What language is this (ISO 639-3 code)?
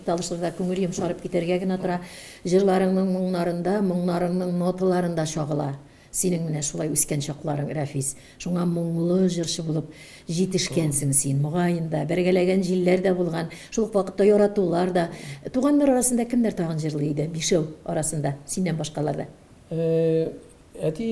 tat